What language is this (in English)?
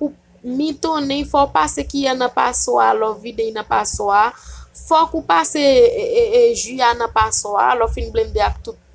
Haitian Creole